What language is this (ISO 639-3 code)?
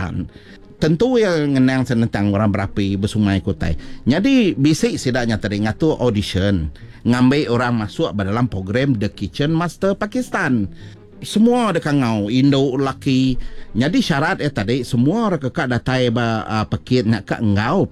iba